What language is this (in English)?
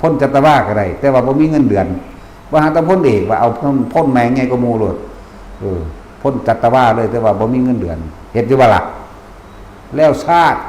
Northeastern Thai